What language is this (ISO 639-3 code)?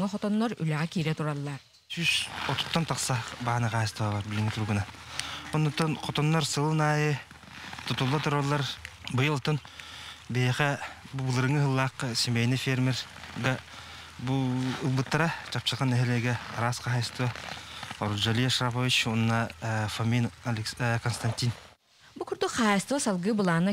sah